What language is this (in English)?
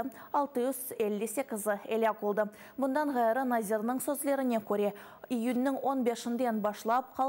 Crimean Tatar